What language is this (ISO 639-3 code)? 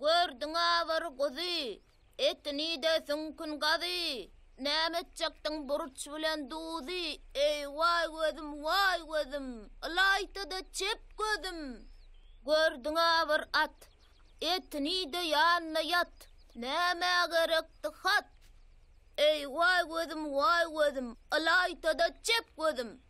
tuk